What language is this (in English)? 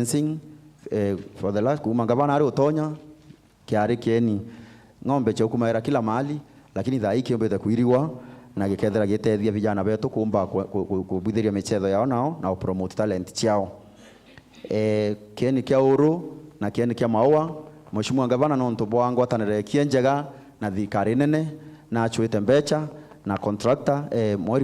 Meru